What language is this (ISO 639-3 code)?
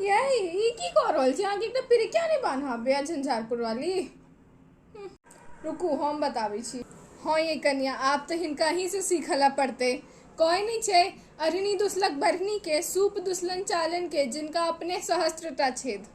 mai